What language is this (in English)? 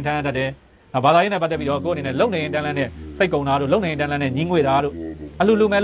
Burmese